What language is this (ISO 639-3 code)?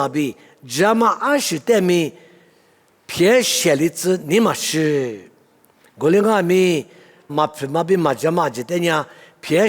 lis